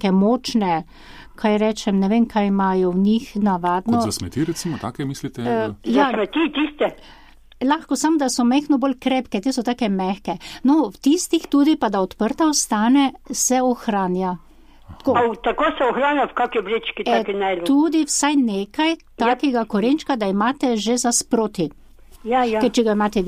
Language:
Slovenian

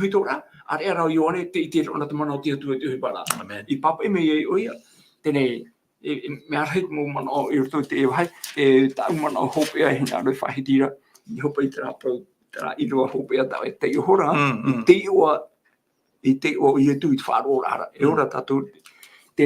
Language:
Tahitian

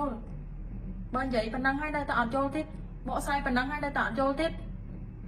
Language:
Khmer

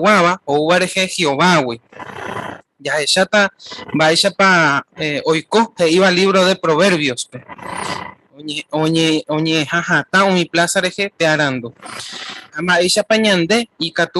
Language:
Guarani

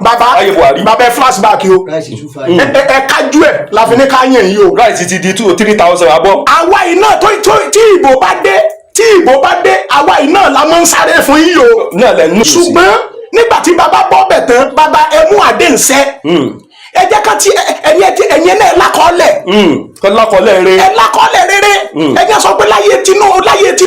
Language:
Yoruba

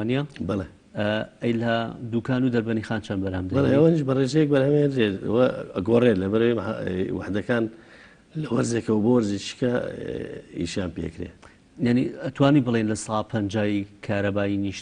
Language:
Central Kurdish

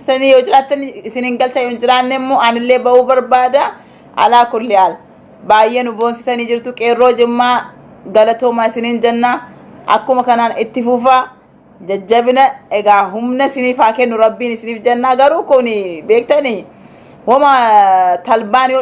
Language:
Oromo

